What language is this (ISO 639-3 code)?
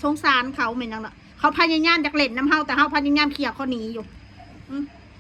tts